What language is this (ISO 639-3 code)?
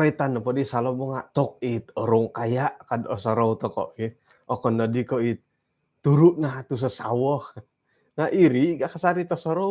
dtp